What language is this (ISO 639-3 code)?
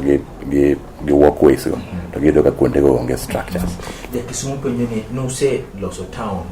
luo